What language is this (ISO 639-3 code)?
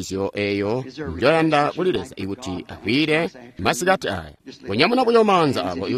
toi